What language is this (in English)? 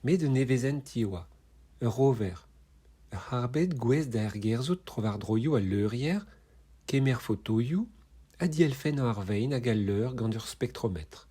Breton